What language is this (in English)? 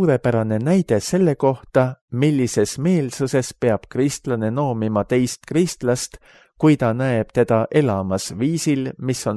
Estonian